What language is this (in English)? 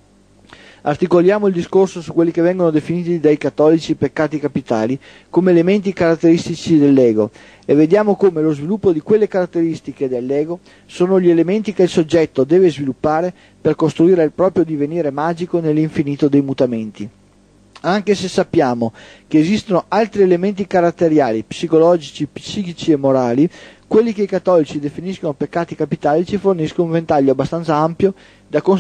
Italian